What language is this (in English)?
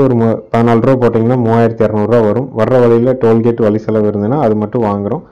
Tamil